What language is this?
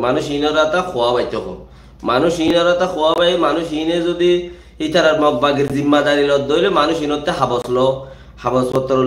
Rohingya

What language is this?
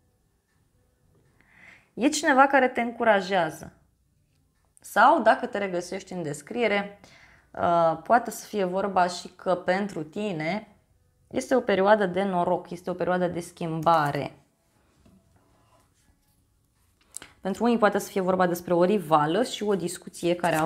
Romanian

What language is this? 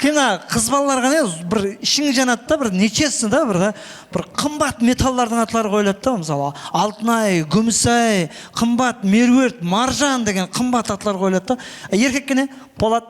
Kara-Kalpak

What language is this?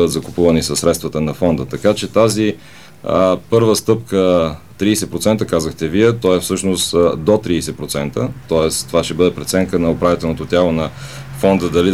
Bulgarian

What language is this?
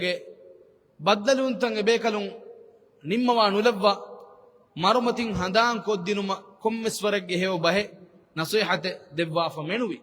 Divehi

